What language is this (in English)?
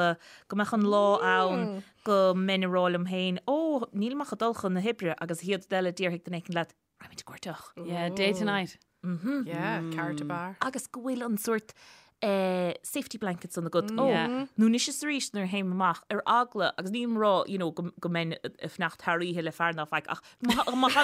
Irish